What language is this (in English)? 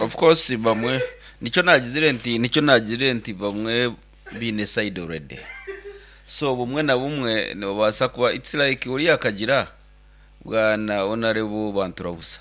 Nyankole